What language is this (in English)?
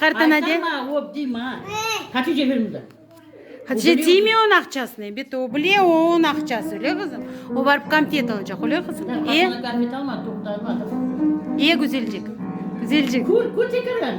Crimean Tatar